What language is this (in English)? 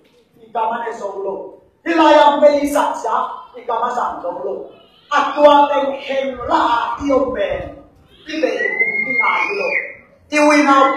Tedim Chin